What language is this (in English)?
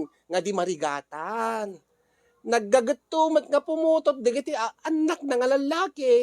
Iloko